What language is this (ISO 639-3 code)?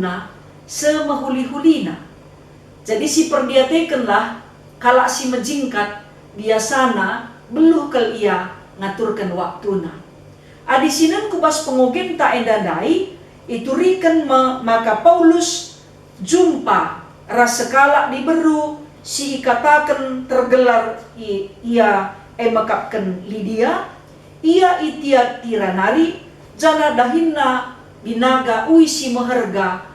btx